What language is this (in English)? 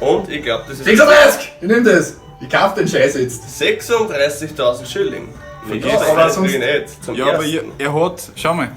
Bavarian